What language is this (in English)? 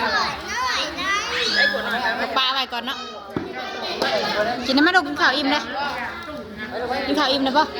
Lao